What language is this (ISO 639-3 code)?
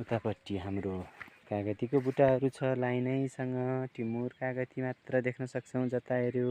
nep